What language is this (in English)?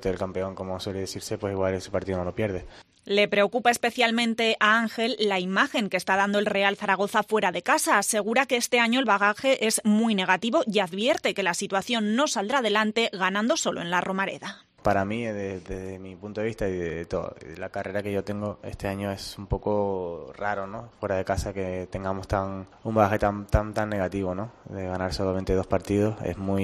Spanish